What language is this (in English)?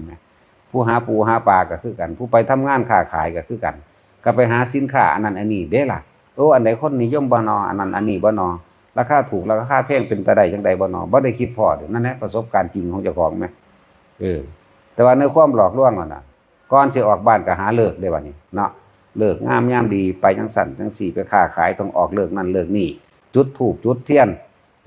Northeastern Thai